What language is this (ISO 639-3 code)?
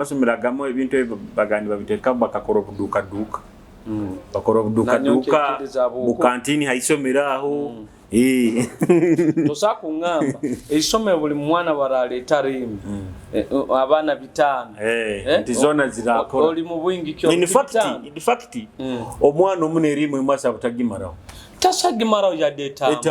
nyo